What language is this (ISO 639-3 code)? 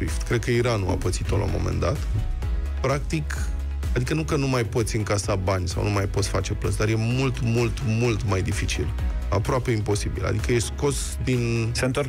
ron